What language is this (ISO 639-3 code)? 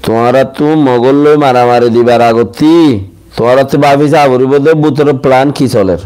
rhg